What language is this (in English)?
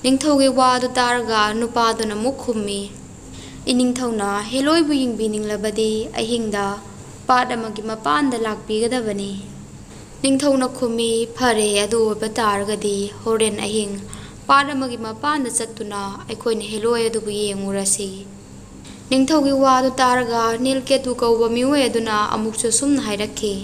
Manipuri